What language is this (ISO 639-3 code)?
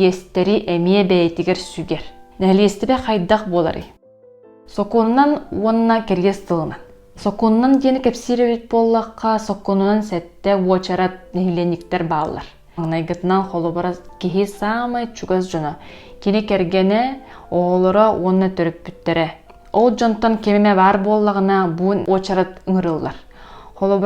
sah